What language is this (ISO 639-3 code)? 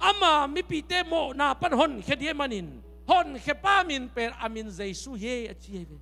ctd